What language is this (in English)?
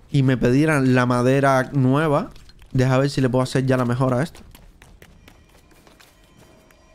Spanish